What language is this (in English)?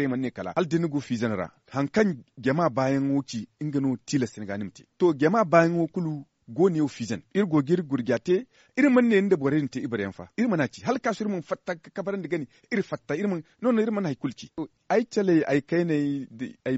Zarma